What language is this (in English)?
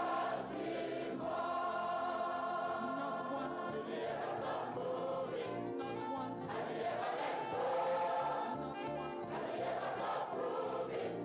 Ewe